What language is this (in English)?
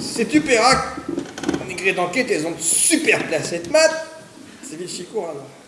Breton